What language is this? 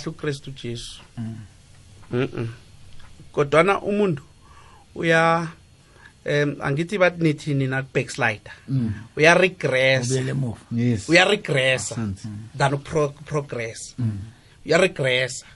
South Ndebele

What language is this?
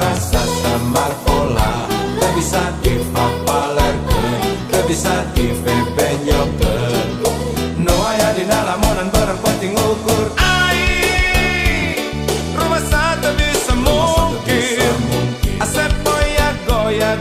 Sundanese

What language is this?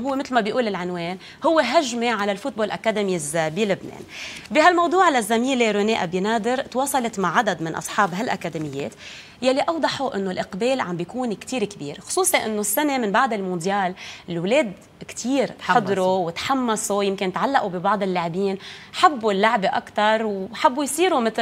North Levantine Arabic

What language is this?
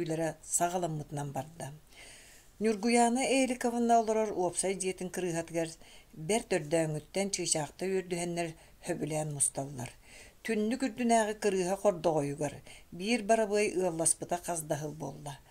Yakut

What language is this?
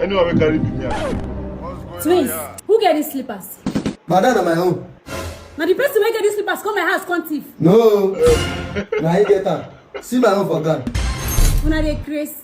Nigerian Pidgin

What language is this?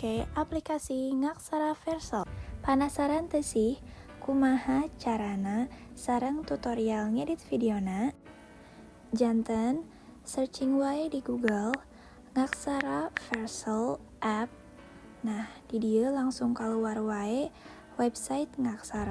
Sundanese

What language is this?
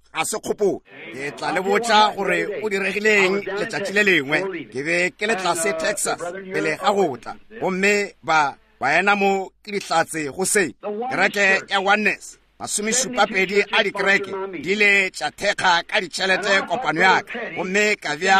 Northern Sotho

